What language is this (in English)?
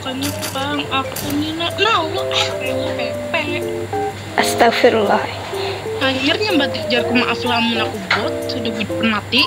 Banjar